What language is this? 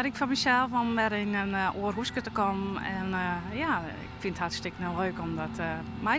Western Frisian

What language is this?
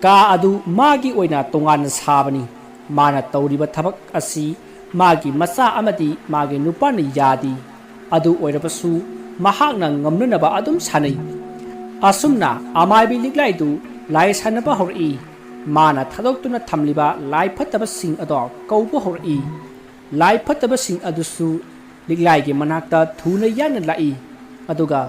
Manipuri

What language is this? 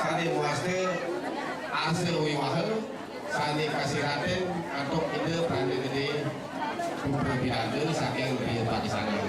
Balinese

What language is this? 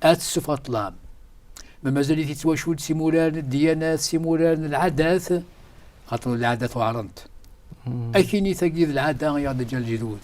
Kabyle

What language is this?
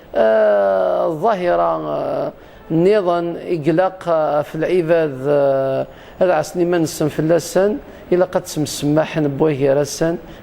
Kabyle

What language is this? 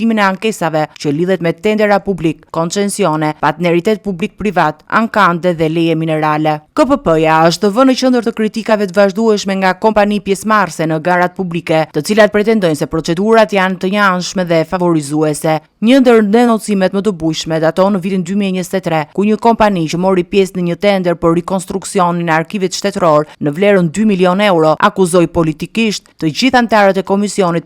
Albanian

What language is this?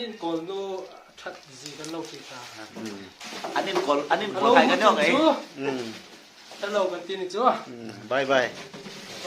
Hmar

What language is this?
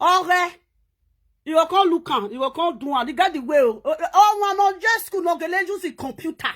Nigerian Pidgin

